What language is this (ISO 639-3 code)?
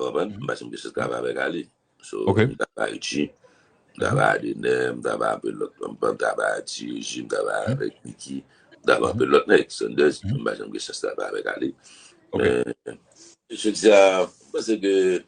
hat